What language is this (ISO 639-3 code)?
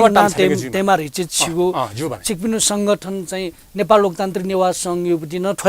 new